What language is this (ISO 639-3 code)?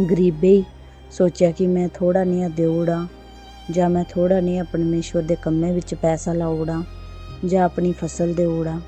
doi